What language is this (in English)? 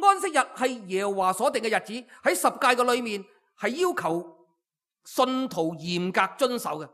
Cantonese